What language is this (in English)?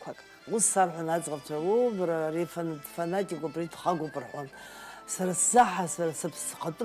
Abkhazian